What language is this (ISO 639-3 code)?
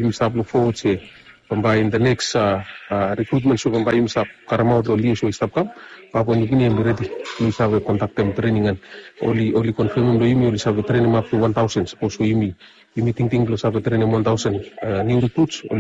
bis